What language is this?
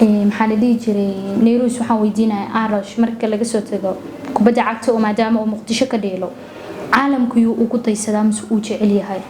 Somali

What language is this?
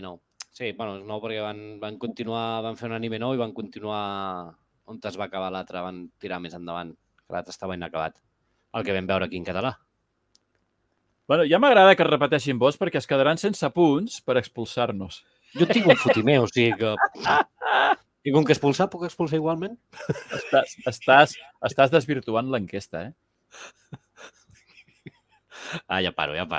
Catalan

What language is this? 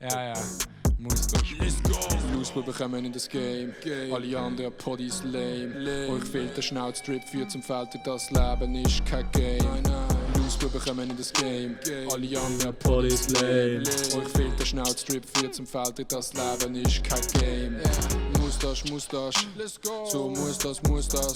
Swiss German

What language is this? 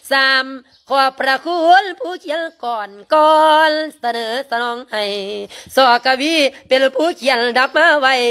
Lao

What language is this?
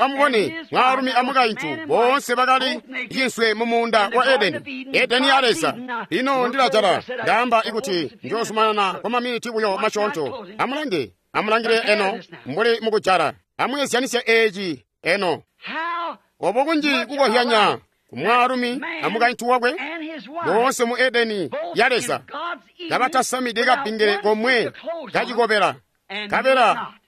Tonga (Zambia)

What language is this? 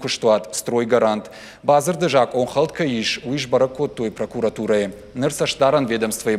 Ossetic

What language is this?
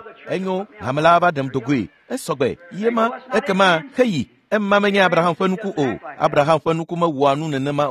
Ewe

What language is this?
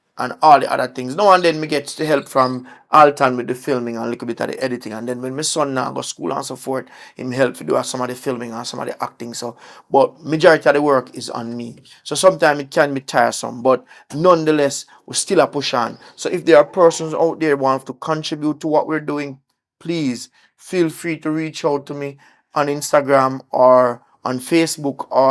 Jamaican Creole English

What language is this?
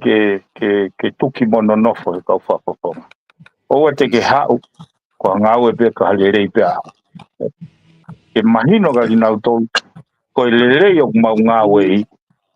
Tongan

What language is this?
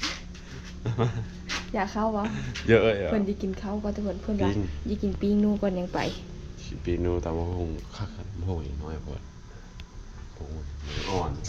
Lao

